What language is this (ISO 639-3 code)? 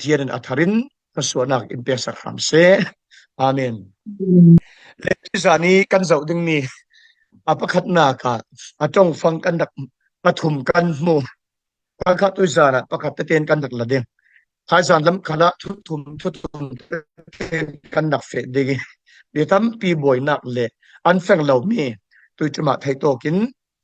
cfm